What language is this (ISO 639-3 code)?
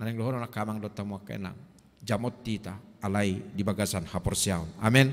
bbc